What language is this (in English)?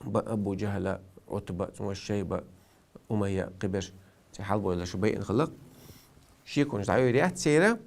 Chechen